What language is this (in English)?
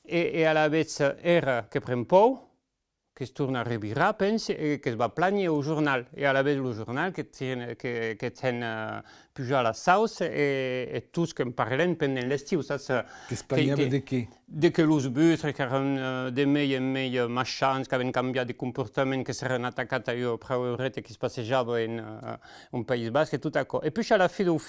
Occitan